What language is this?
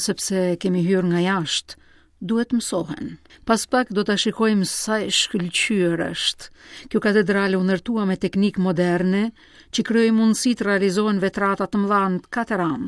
Albanian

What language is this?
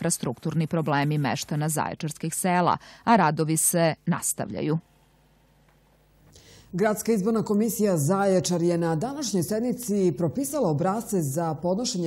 Serbian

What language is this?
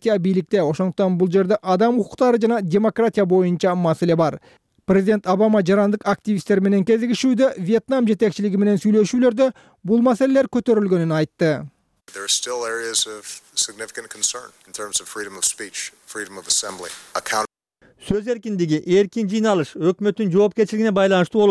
Kyrgyz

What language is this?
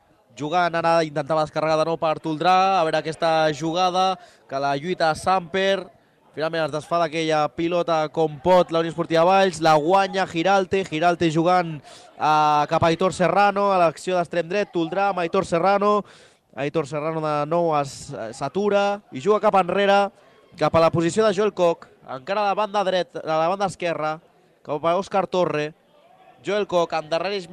Catalan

